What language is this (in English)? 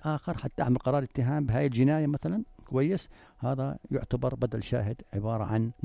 North Levantine Arabic